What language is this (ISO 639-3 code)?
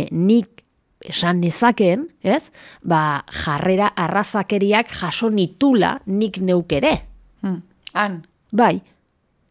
eus